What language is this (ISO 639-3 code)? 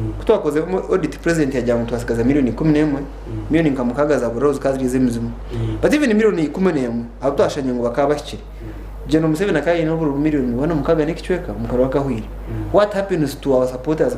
nyn